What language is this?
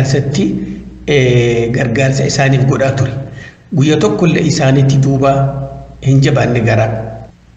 Oromo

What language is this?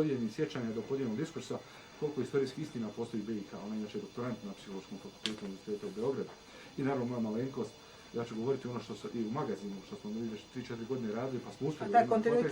Bosnian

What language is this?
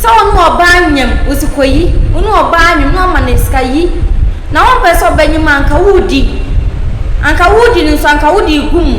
Akan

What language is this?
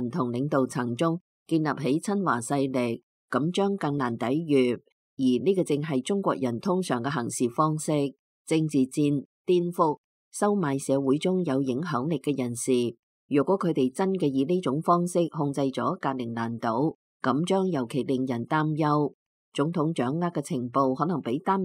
Cantonese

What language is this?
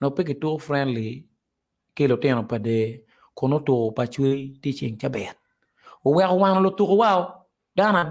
Acoli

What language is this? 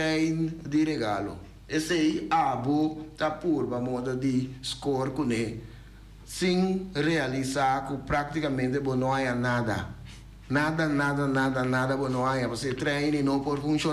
Papiamento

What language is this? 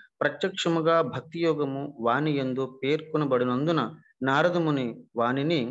Telugu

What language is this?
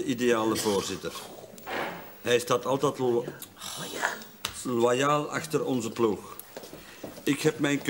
Dutch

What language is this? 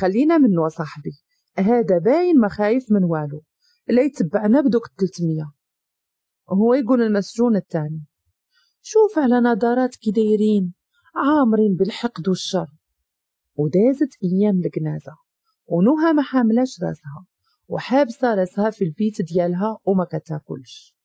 Moroccan Arabic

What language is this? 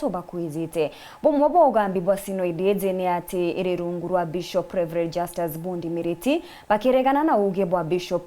Meru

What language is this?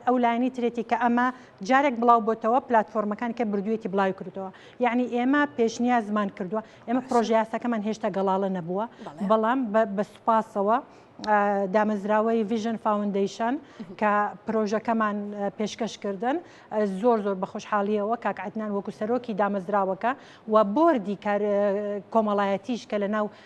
Central Kurdish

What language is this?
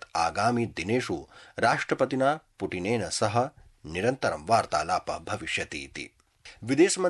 Sanskrit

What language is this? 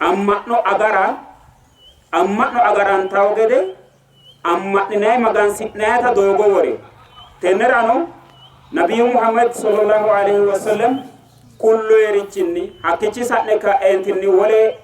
Sidamo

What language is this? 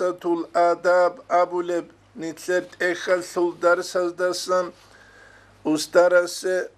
Avaric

